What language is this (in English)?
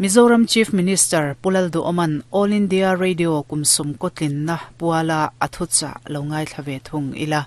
Mizo